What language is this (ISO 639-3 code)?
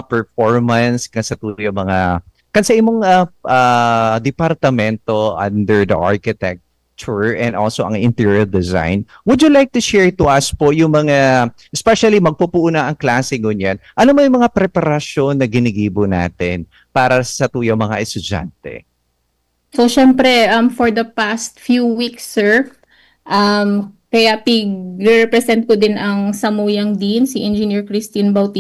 bik